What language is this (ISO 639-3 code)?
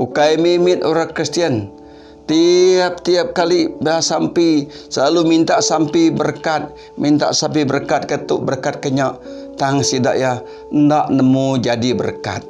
iba